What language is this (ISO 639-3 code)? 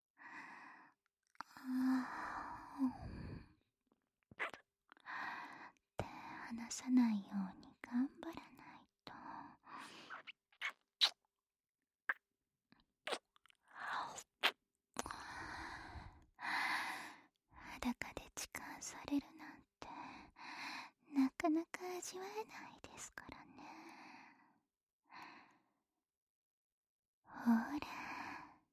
jpn